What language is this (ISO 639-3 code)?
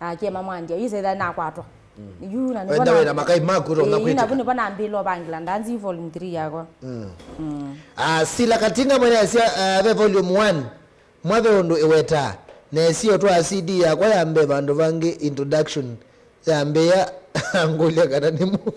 kam